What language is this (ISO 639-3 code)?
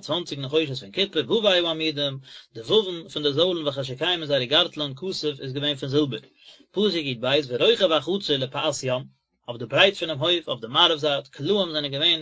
yid